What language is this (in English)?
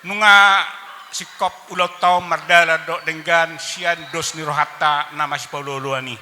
Batak Toba